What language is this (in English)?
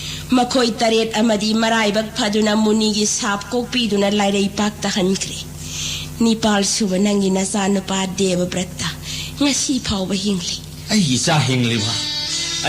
Manipuri